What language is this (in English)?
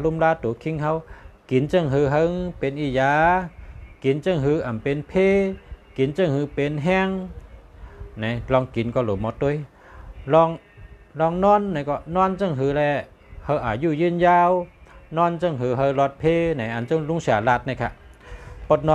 Shan